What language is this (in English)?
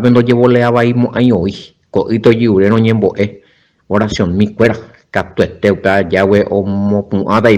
Guarani